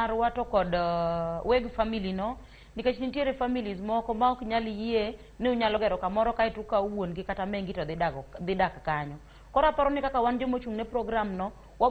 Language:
Luo (Kenya and Tanzania)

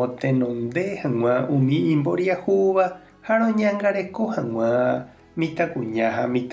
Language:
Guarani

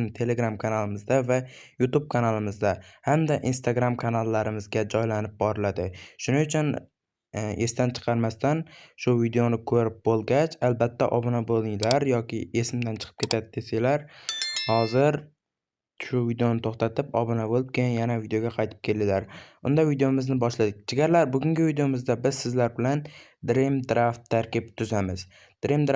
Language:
Uzbek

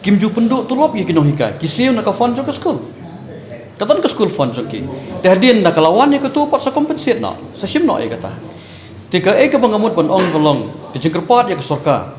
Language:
Khasi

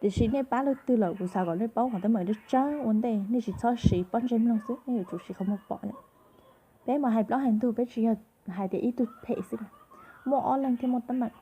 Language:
Hmong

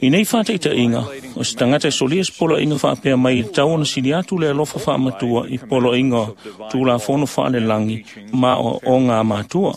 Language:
Samoan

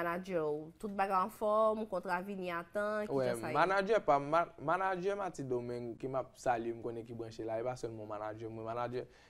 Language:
Haitian Creole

